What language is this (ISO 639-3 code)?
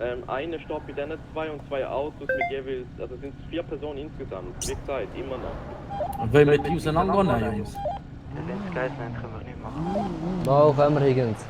gsw